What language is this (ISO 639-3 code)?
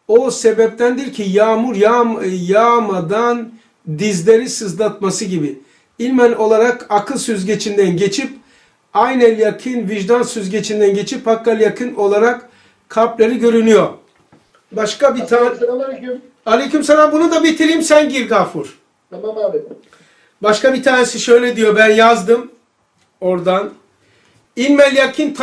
tur